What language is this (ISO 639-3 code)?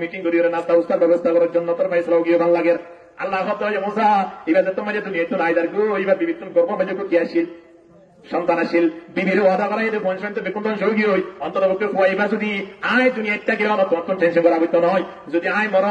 rhg